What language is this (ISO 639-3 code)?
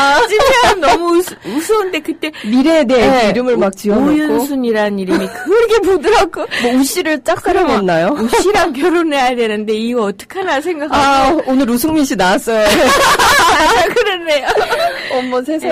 kor